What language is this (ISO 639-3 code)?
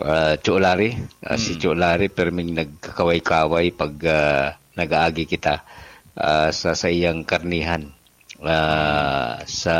bik